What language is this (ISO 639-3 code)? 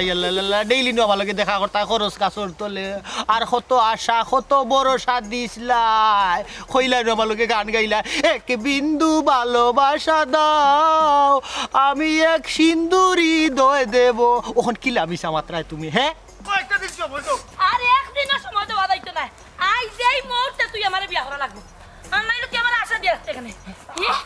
syl